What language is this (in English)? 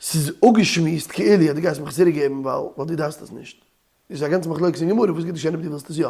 Yiddish